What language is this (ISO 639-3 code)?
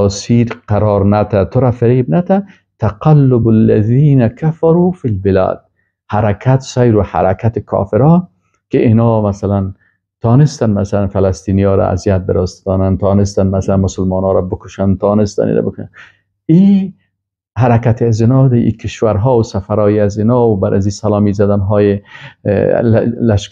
fas